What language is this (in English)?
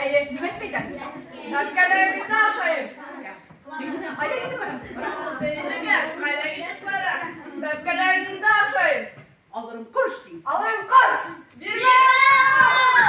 Bashkir